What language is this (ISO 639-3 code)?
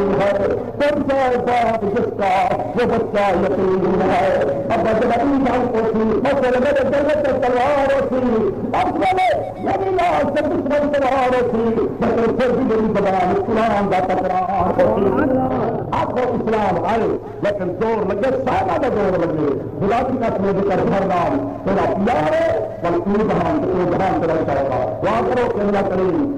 skr